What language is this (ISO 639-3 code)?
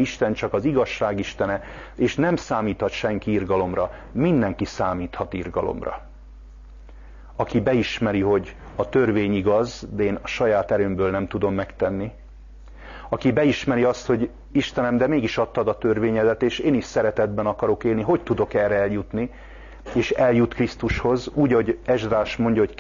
hun